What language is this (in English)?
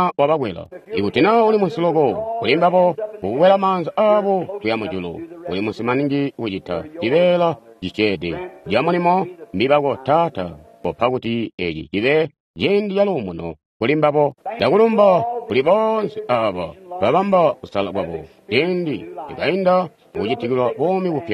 Tonga (Zambia)